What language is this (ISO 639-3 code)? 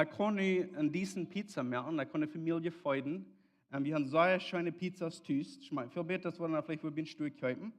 pdt